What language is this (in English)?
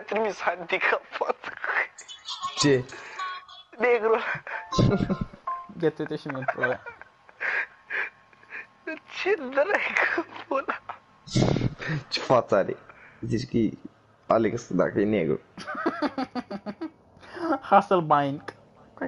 Romanian